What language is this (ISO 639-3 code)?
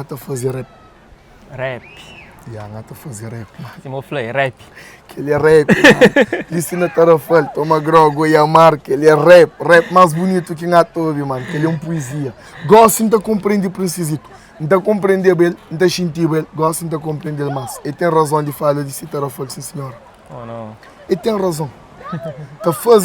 kea